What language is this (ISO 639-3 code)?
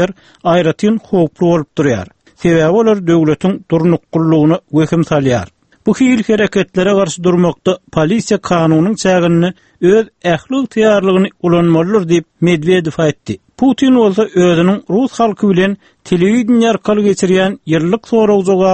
tuk